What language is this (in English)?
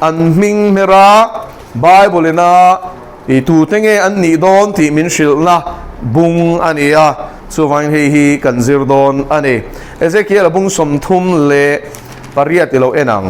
Mizo